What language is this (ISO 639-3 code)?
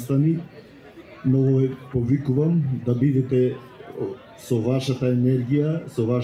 mkd